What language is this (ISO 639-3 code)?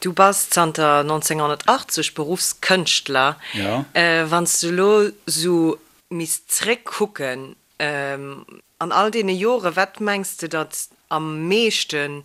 ltz